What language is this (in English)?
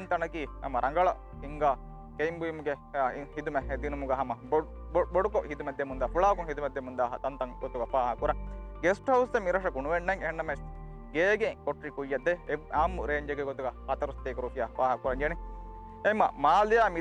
Divehi